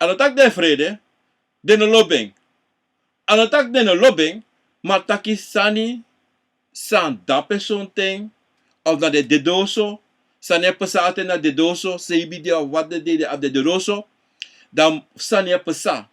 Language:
Sranan Tongo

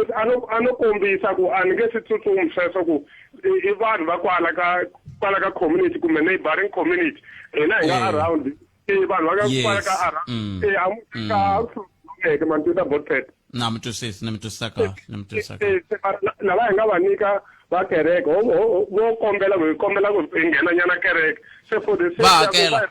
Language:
Tsonga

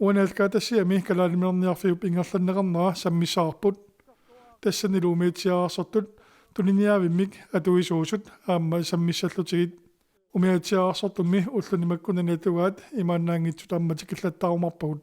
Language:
Kalaallisut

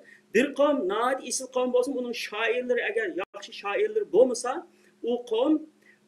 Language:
Uyghur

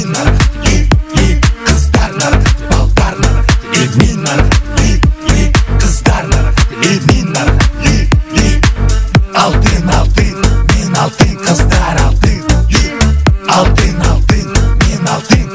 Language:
Kara-Kalpak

